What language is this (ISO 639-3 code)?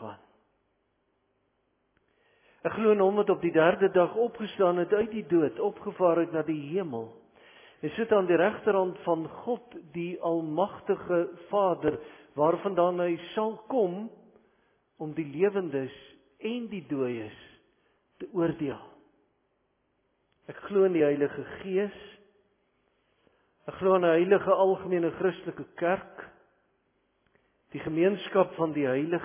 afr